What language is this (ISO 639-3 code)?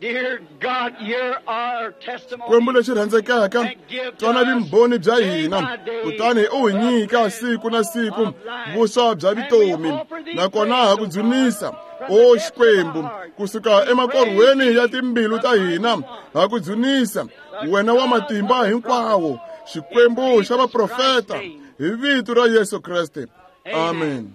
tso